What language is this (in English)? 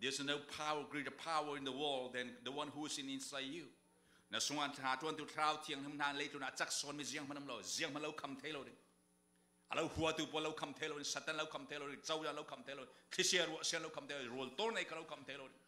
Falam Chin